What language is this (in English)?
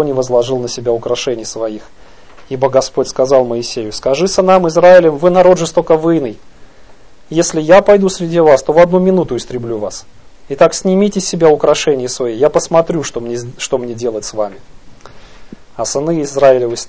Russian